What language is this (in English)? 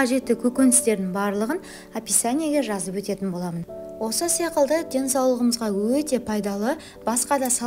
Kazakh